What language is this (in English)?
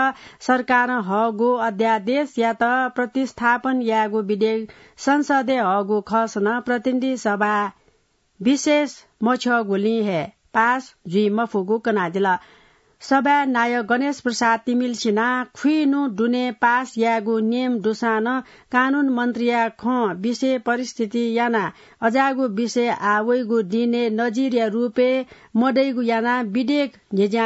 Newari